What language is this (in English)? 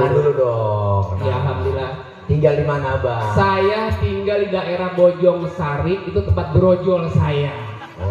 Betawi